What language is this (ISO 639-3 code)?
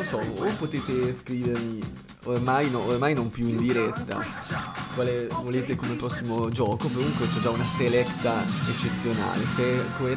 ita